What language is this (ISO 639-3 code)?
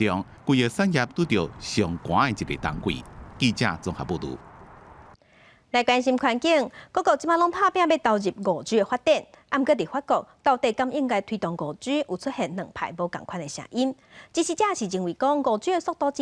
nan